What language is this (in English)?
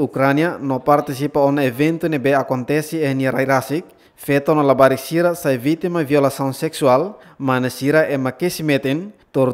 Tetum